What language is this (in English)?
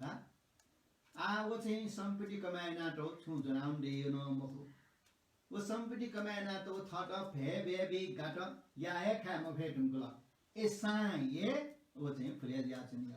Newari